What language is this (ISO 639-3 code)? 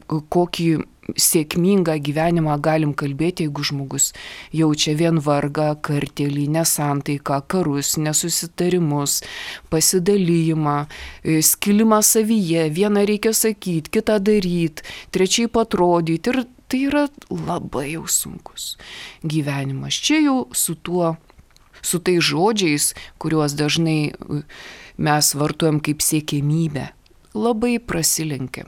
lit